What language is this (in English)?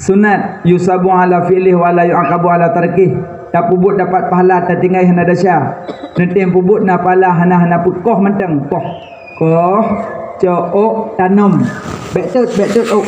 Achinese